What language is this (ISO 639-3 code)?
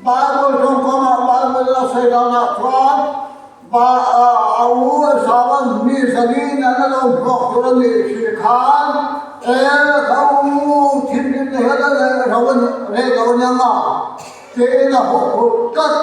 lus